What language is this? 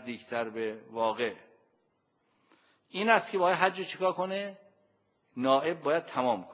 Persian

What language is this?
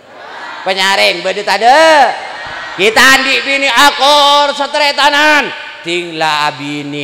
Madurese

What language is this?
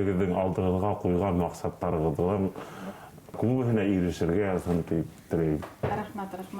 Bashkir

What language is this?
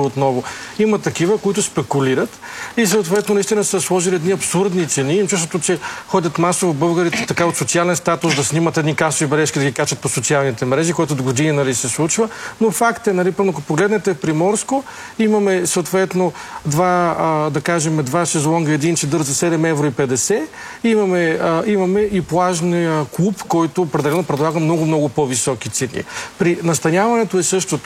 Bulgarian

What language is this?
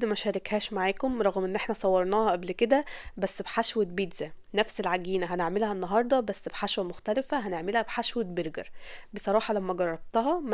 Egyptian Arabic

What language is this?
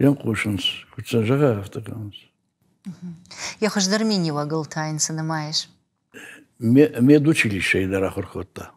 Ossetic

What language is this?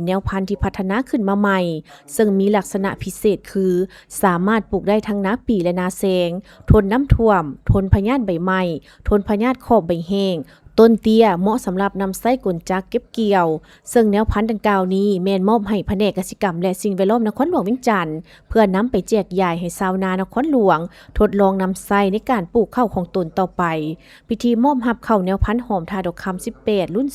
Lao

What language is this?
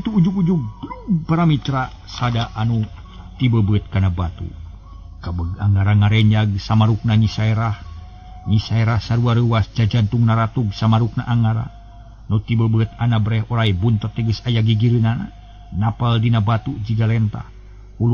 Sundanese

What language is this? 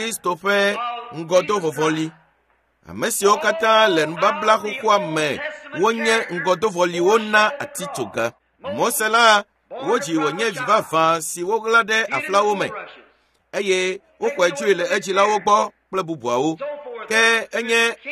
Ewe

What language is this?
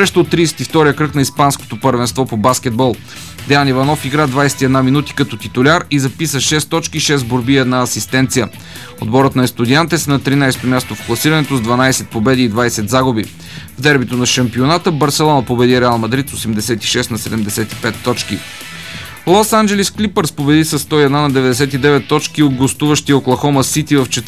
Bulgarian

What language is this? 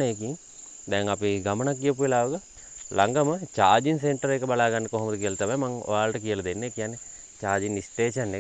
Sinhala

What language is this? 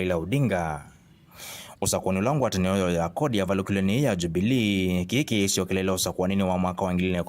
Kamba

